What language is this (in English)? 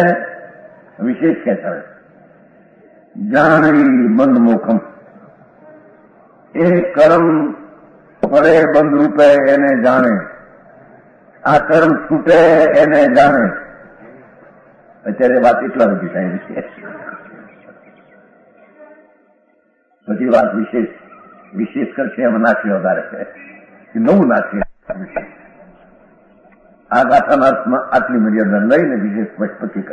Gujarati